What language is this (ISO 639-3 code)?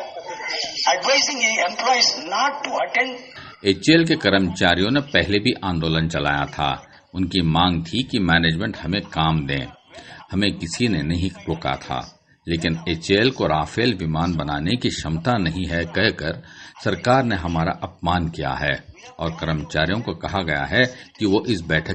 hin